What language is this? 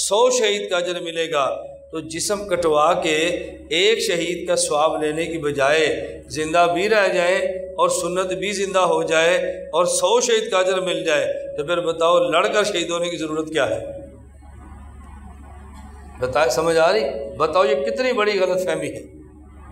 Urdu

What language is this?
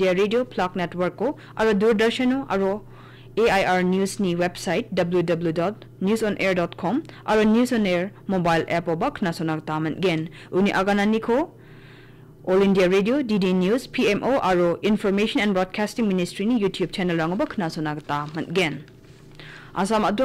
Garo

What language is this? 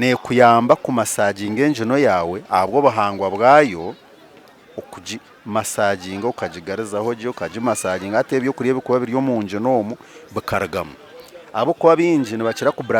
Nyankole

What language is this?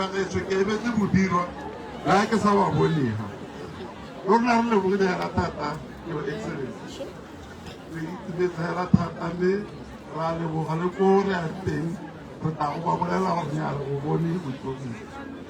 Tswana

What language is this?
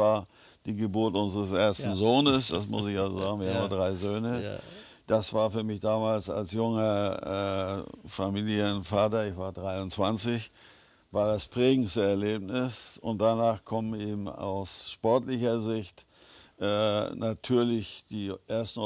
German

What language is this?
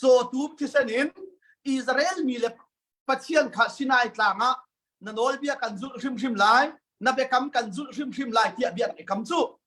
Hakha Chin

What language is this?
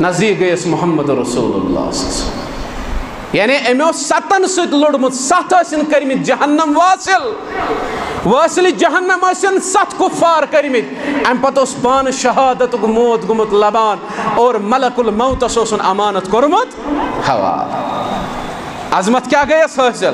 Kashmiri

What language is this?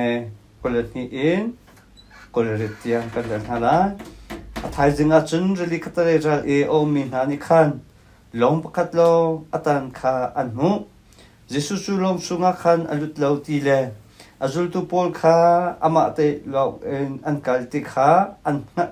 Hakha Chin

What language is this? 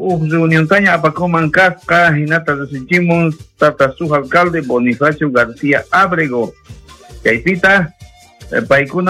South Bolivian Quechua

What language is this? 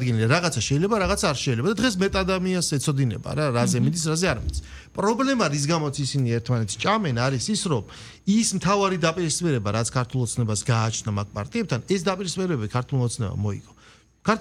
Georgian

